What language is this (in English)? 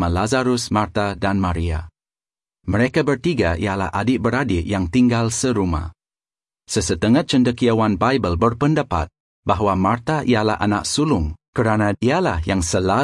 Malay